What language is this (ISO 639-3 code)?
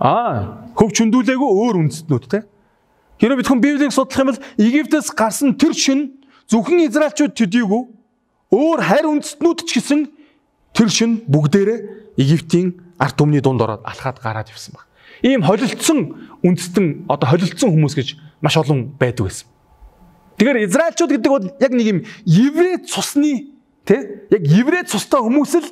mon